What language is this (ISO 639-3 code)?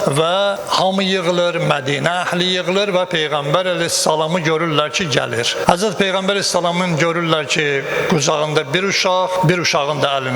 aze